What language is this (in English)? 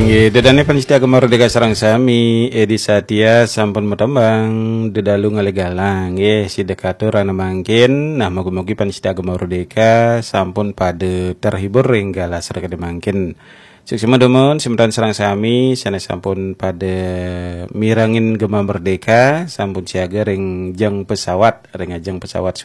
Balinese